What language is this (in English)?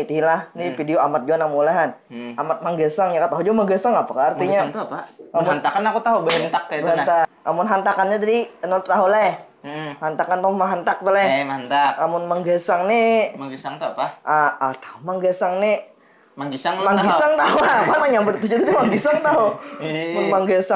Banjar